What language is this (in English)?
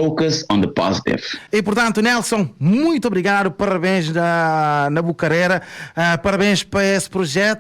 Kabuverdianu